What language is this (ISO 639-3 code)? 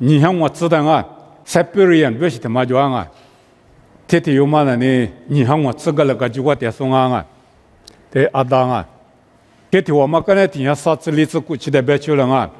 lis